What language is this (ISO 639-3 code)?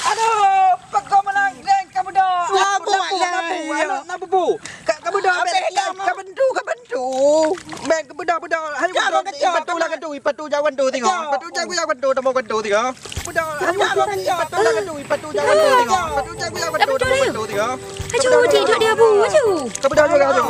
ace